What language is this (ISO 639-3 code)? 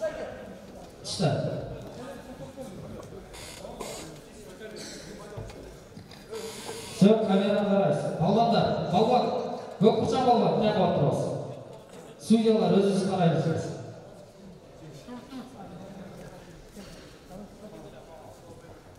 kaz